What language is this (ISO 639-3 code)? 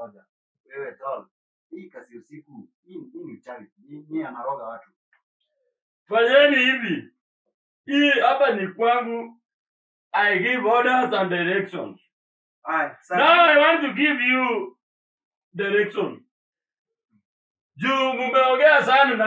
swa